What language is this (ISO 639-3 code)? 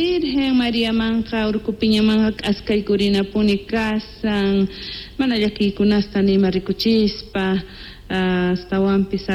quh